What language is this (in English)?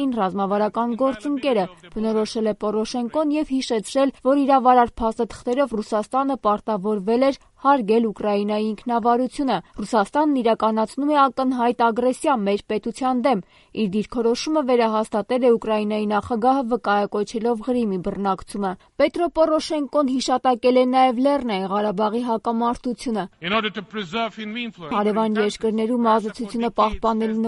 Armenian